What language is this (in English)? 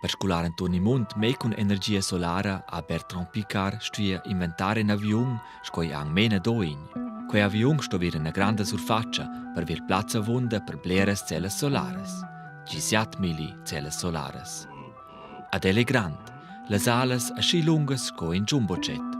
Romansh